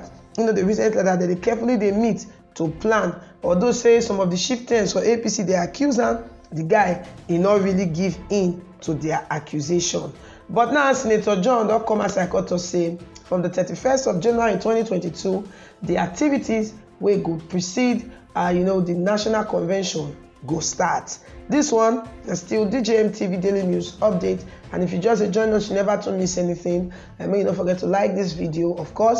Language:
Nigerian Pidgin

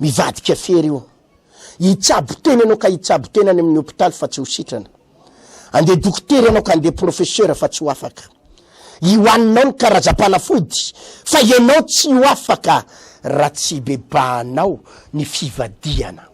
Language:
Malagasy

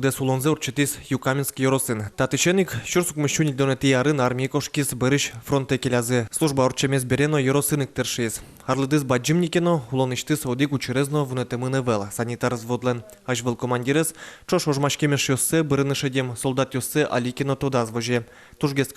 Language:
Udmurt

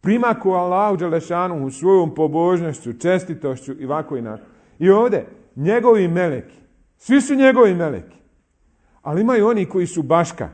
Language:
Bosnian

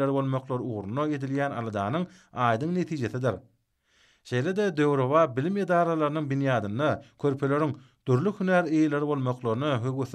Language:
Turkmen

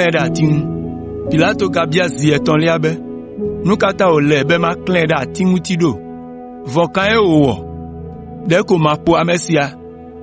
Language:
Ewe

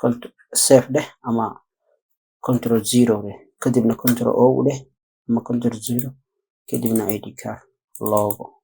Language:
Somali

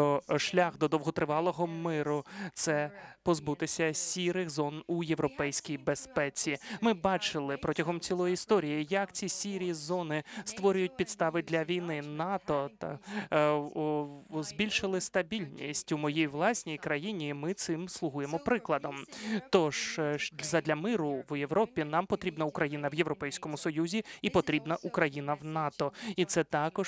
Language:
Ukrainian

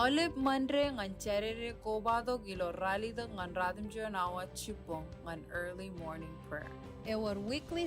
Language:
Marshallese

